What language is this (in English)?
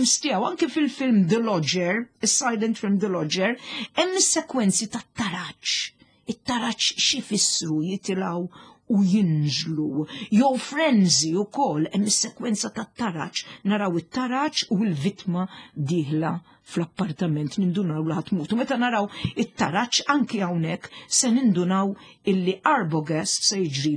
Maltese